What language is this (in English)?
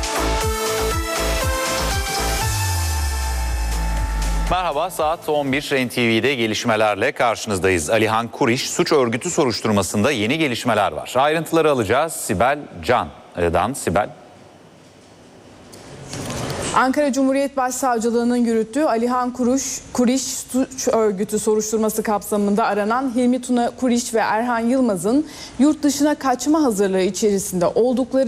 Turkish